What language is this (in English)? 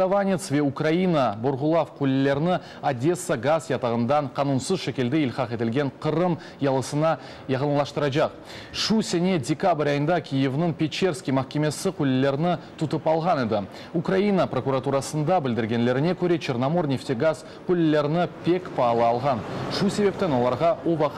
Crimean Tatar